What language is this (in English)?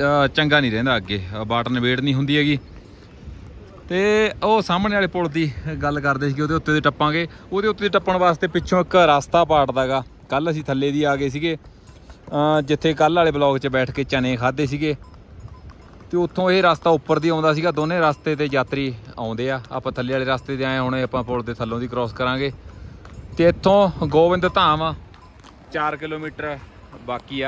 Punjabi